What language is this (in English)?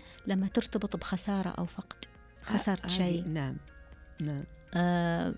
Najdi Arabic